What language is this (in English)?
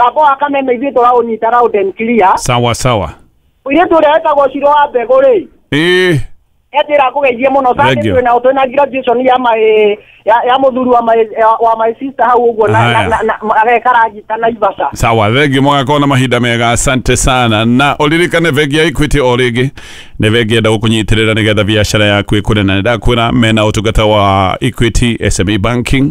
Kikuyu